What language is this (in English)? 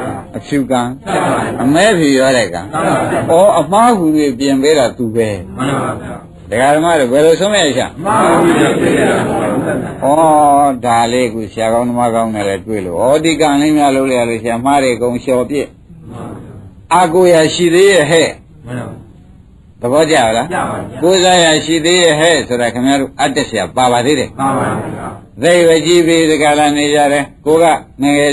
Burmese